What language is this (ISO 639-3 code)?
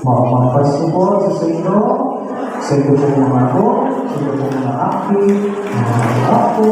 bik